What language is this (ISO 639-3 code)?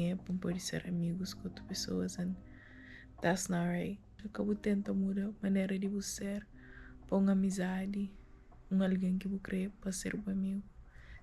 kea